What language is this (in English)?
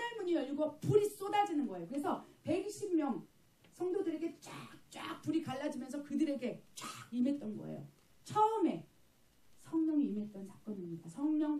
Korean